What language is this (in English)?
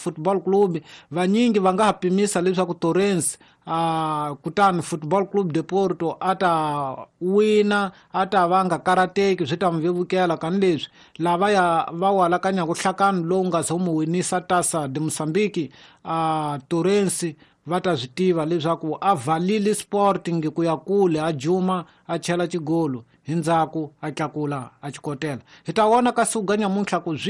Tsonga